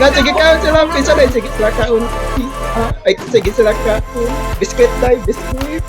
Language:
Cebuano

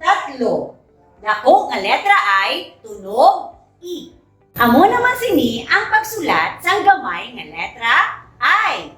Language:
Hiligaynon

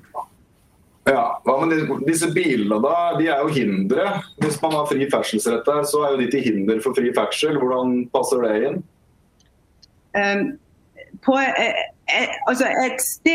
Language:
Norwegian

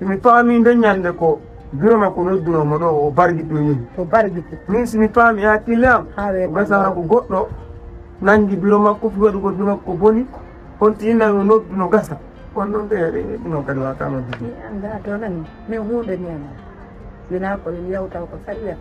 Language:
Fula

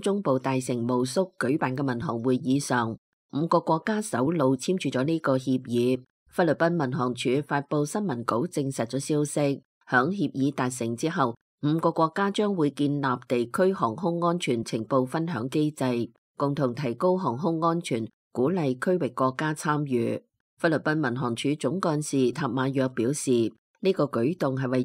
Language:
Cantonese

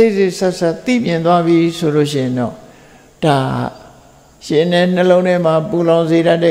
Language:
Burmese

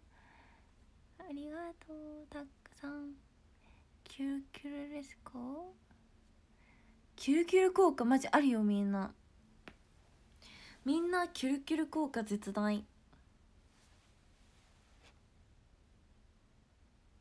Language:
Japanese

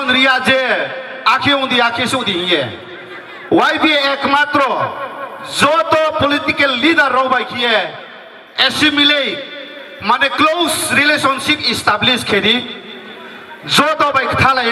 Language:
Riang (India)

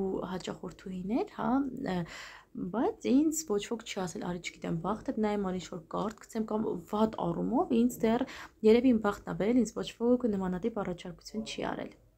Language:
Armenian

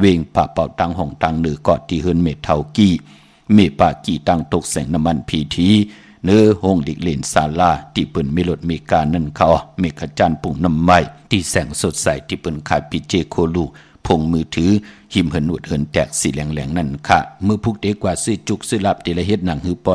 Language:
Shan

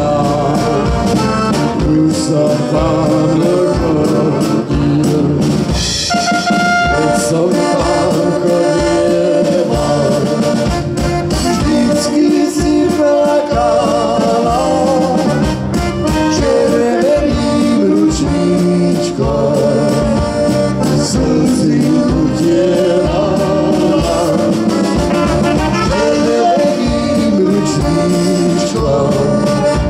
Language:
Slovak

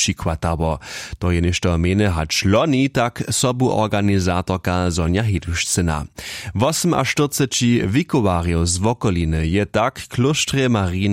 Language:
Upper Sorbian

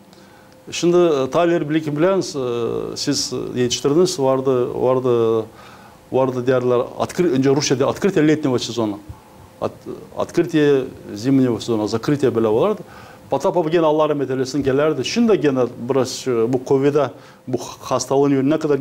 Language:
Gagauz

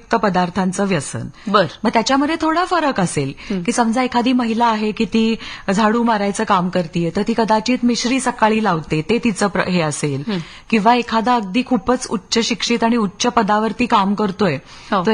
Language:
Marathi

